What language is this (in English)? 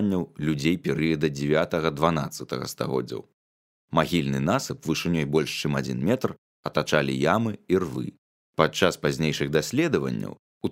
Belarusian